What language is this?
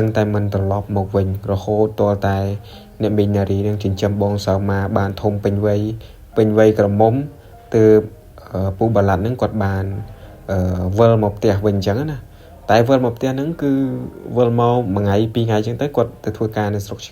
Khmer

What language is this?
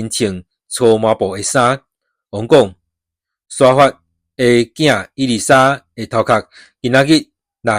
Min Nan Chinese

